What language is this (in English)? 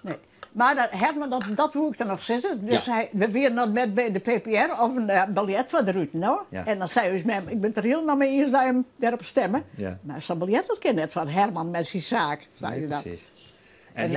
Western Frisian